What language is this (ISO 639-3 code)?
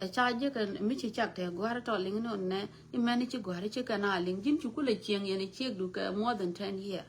nus